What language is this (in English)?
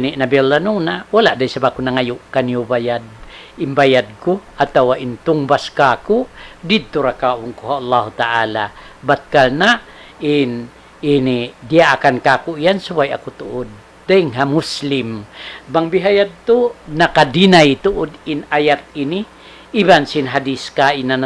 Tausug